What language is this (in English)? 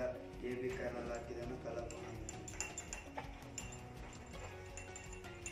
Kannada